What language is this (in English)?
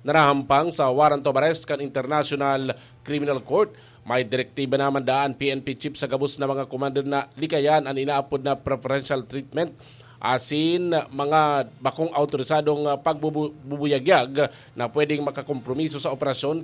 Bikol